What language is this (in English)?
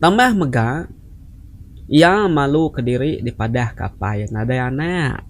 Iban